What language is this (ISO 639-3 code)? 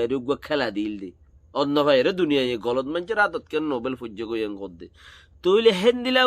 rhg